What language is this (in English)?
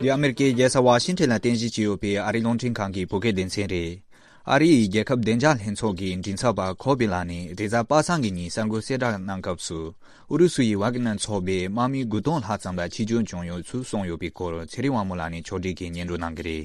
Tibetan